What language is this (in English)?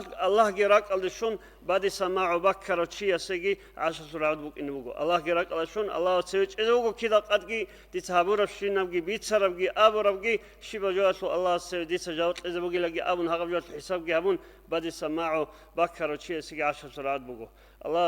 Avaric